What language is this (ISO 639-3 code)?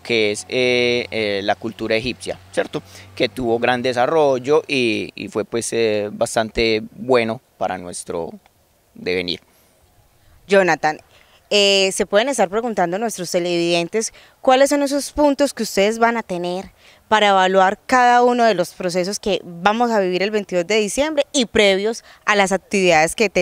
spa